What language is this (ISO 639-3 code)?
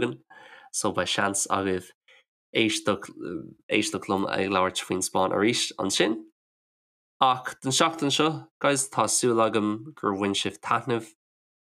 gle